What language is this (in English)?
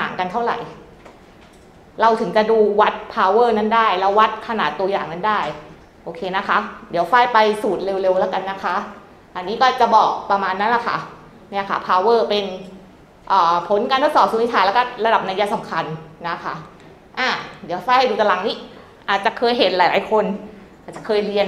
Thai